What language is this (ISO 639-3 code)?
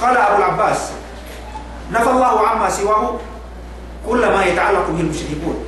yka